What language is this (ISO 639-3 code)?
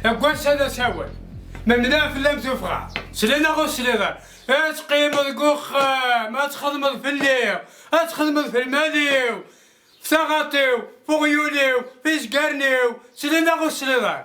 kab